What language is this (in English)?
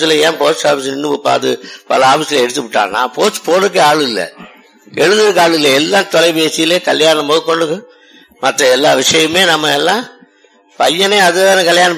Tamil